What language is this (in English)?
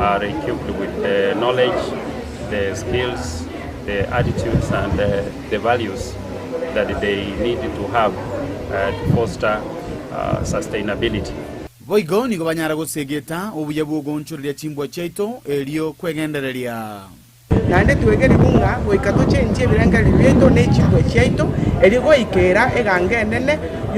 Gusii